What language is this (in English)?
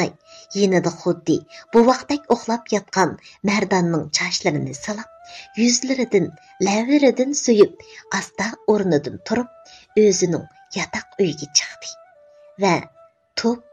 Uyghur